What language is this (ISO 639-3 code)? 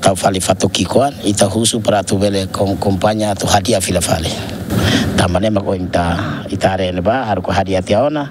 tet